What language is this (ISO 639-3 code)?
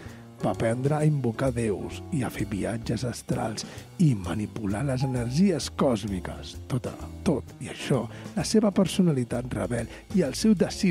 cat